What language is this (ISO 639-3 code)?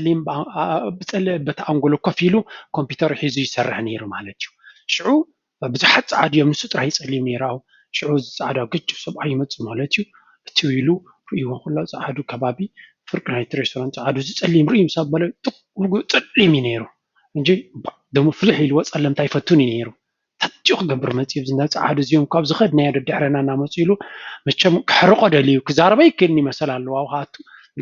tir